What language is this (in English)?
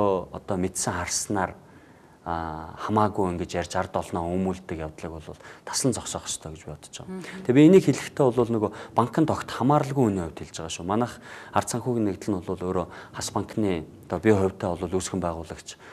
Mongolian